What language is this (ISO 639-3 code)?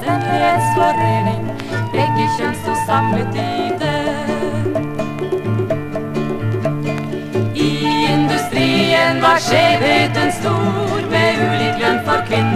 nor